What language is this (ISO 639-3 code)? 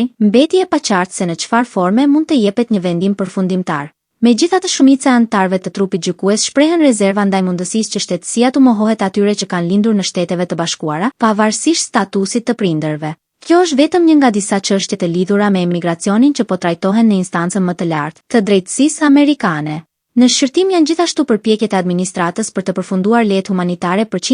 sqi